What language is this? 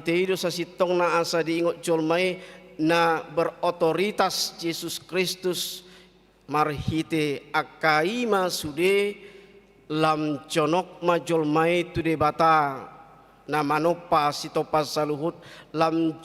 Batak Toba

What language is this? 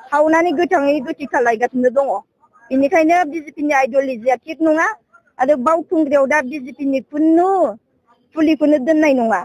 Bodo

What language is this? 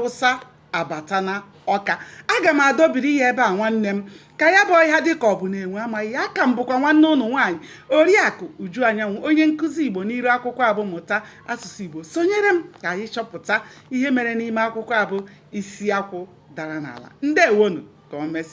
Igbo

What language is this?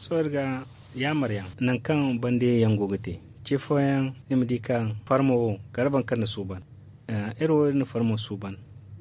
Zarma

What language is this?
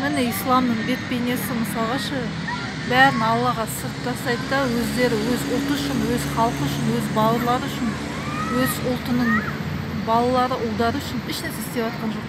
Kazakh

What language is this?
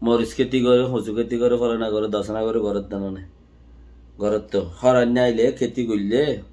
Rohingya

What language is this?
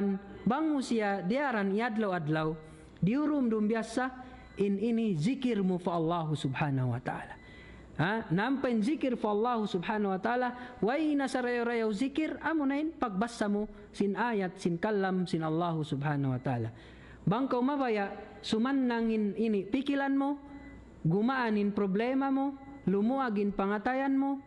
Tausug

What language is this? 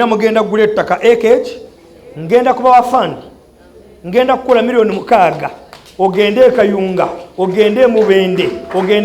Ganda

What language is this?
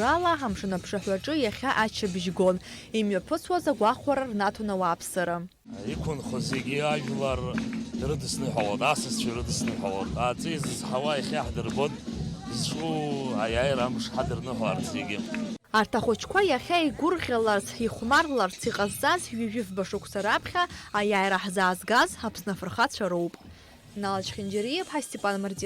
Abkhazian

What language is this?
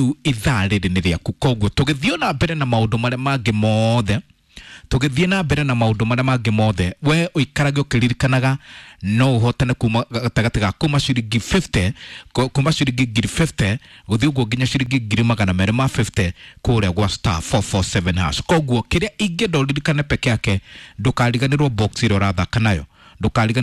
Kikuyu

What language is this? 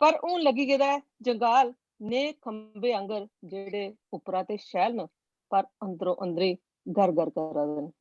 Dogri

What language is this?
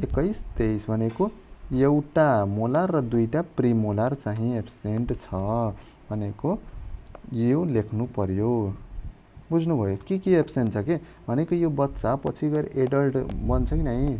Nepali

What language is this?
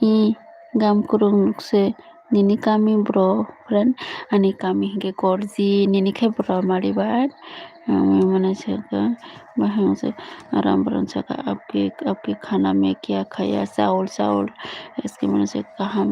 Kok Borok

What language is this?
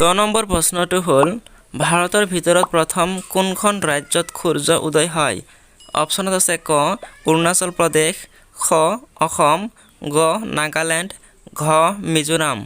Assamese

